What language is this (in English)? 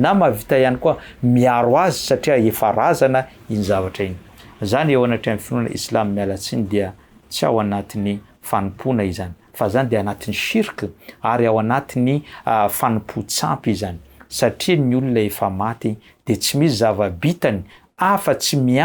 Malagasy